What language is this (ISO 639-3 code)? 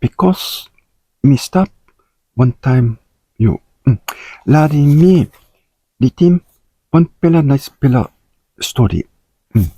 tpi